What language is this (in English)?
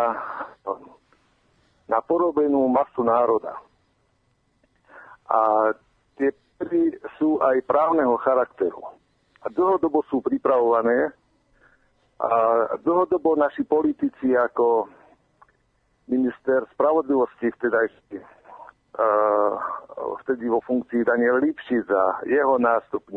Slovak